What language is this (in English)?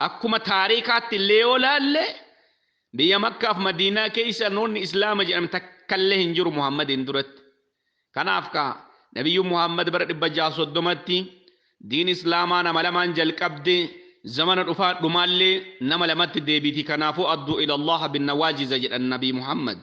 Oromo